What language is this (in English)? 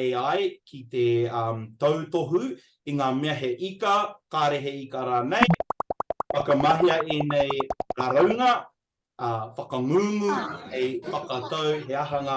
Māori